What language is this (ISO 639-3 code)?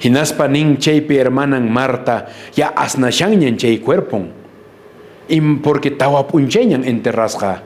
que